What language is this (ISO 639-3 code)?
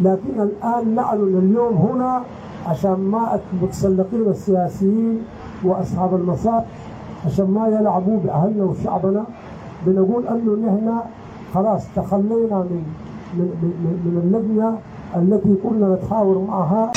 apd